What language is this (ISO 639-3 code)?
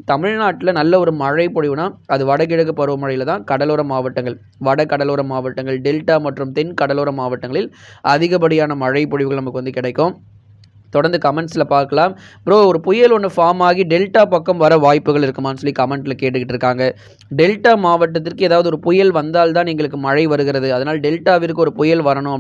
tam